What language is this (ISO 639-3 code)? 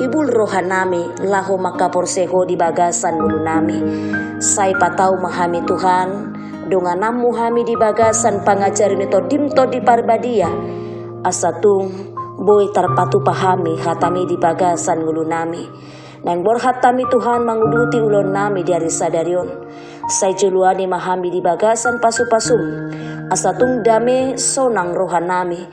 bbc